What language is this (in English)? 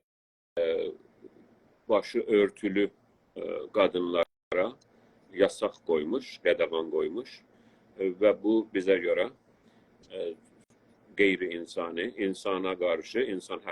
South Azerbaijani